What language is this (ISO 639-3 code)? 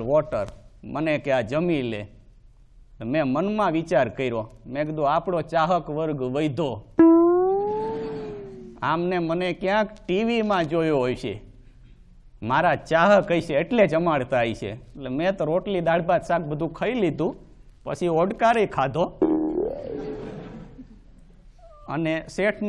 guj